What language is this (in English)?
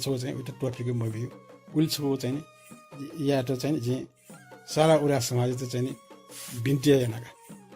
Newari